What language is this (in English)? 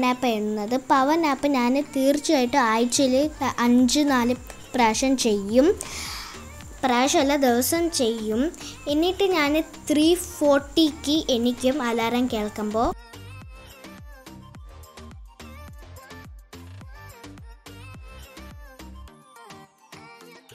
Malayalam